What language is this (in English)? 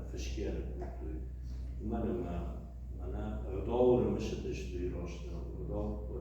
Ossetic